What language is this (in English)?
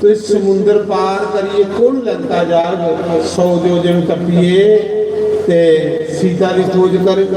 Dogri